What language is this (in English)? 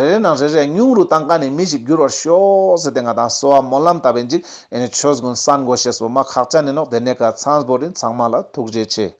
Ladakhi